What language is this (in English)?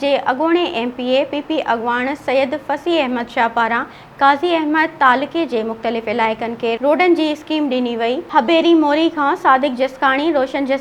Sindhi